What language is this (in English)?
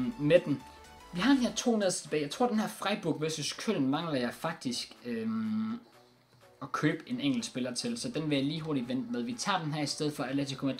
Danish